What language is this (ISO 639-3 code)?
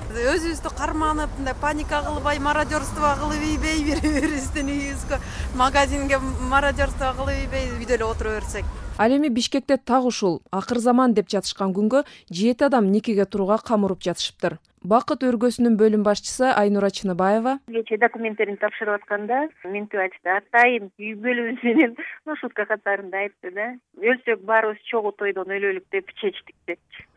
kir